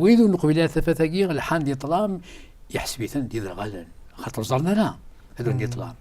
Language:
Kabyle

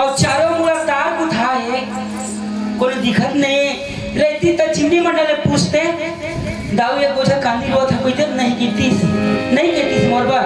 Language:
Chhattisgarhi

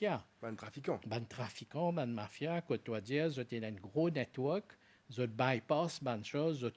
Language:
Morisyen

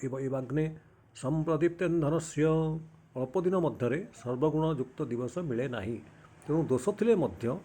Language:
Odia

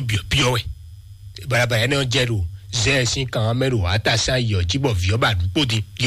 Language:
Fon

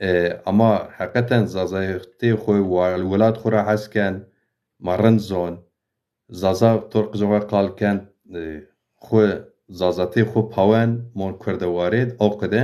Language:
Zaza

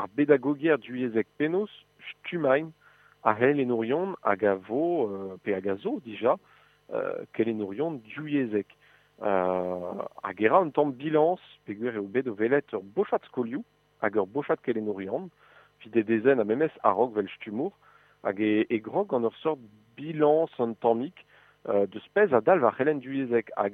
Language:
Breton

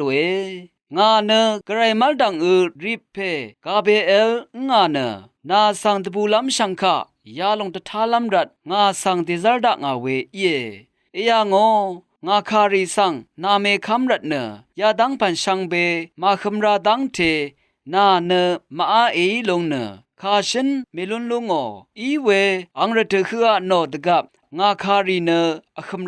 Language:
Rawang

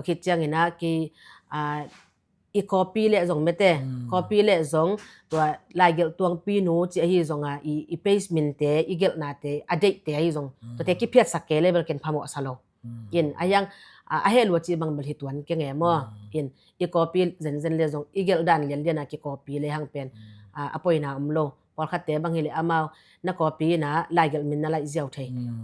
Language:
Tedim Chin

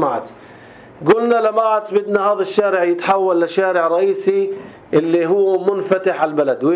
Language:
North Levantine Arabic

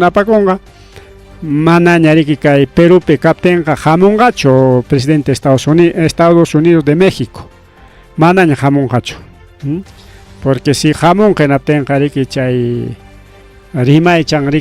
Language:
Ayacucho Quechua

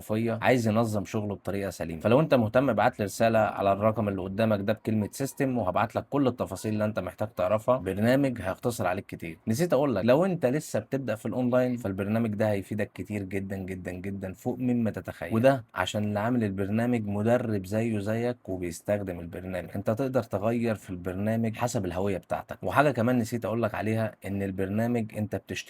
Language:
Egyptian Arabic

